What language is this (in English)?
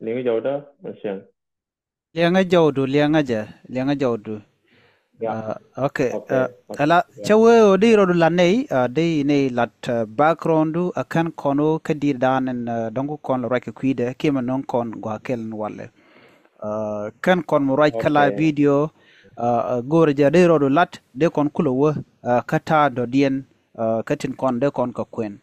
Nuer